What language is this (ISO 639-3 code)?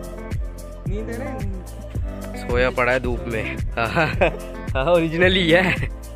hin